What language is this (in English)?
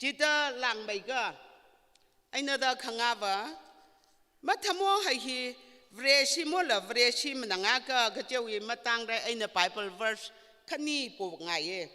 Tangkhul Naga (India)